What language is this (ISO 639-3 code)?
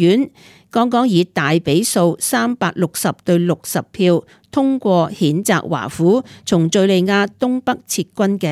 yue